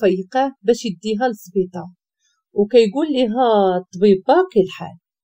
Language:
Moroccan Arabic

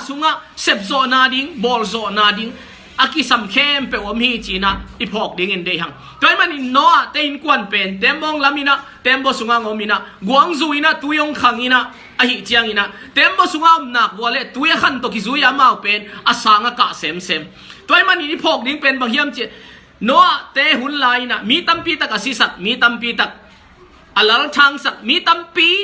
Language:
Tedim Chin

